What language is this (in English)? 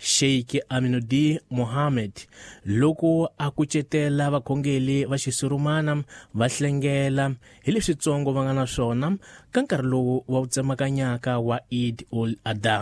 Tsonga